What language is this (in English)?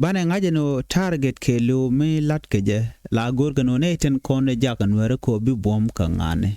Nuer